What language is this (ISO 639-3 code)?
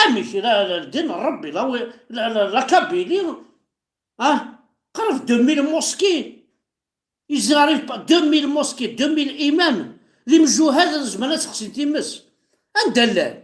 kab